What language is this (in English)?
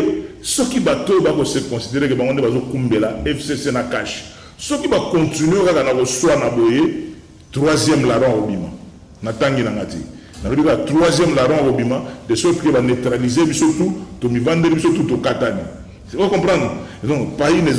Lingala